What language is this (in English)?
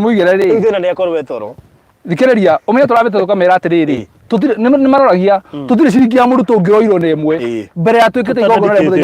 Kikuyu